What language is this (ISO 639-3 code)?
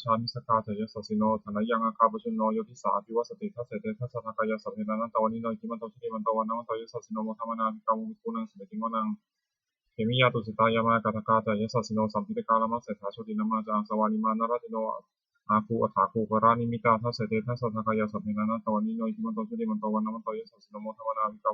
pli